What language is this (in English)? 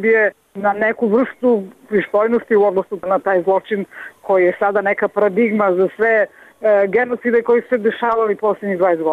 Bosnian